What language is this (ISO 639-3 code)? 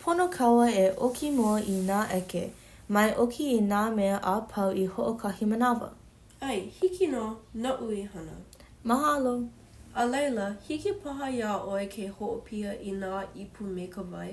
haw